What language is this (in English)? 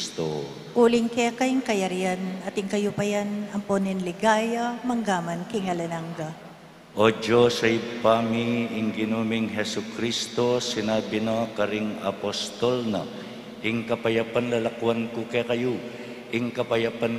Pampanga